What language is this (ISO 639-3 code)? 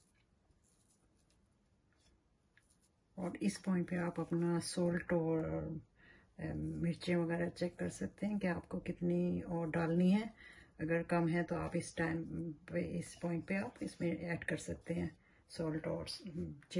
hin